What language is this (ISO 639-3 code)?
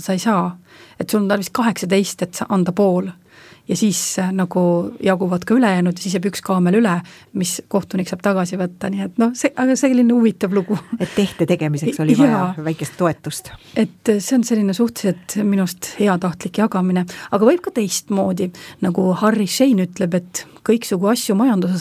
est